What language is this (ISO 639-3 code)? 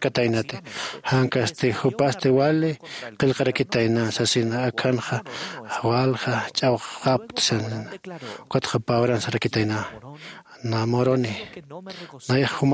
aym